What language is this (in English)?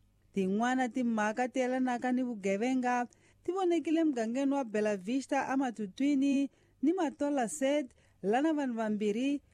Tsonga